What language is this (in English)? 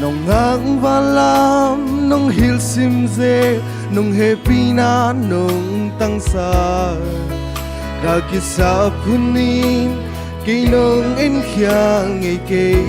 Tedim Chin